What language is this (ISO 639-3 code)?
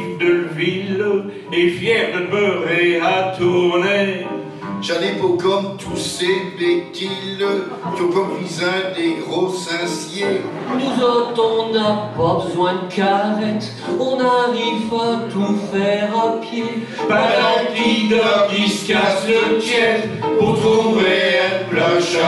pcd